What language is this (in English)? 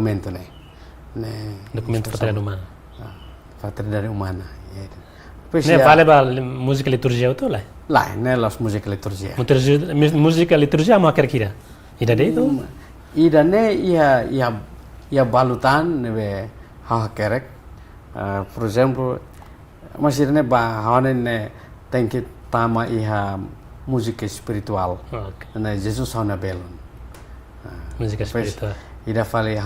Tetum